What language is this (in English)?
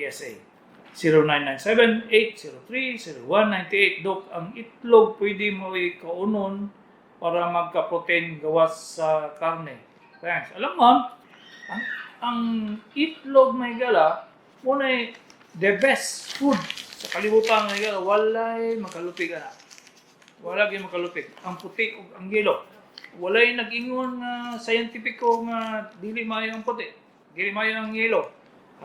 Cebuano